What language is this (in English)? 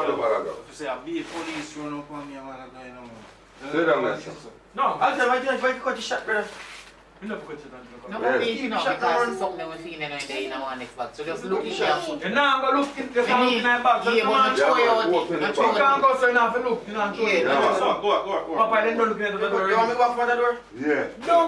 Jamaican Creole English